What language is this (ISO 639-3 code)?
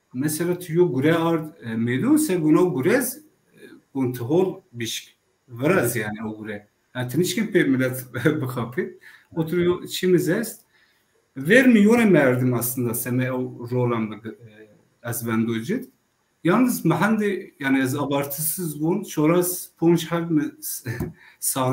zza